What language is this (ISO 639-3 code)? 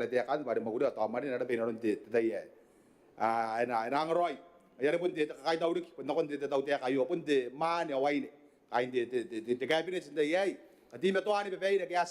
gil